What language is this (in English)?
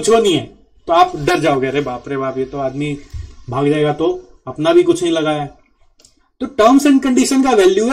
Hindi